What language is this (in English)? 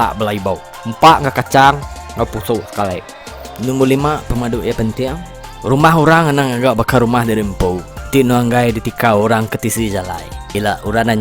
Iban